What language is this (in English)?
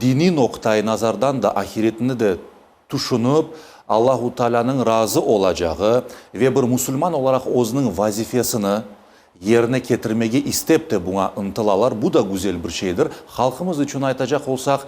Crimean Tatar